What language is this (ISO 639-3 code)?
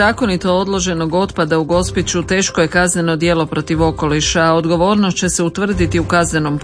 hrv